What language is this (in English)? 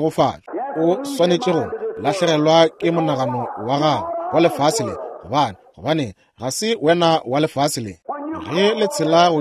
Northern Sotho